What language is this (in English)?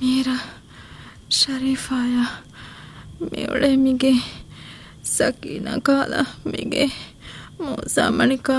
Divehi